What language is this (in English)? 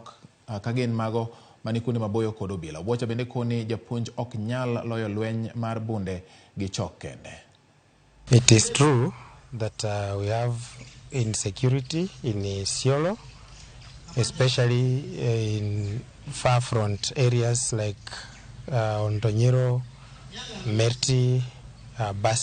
Luo (Kenya and Tanzania)